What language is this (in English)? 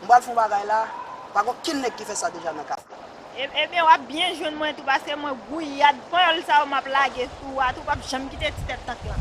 Haitian Creole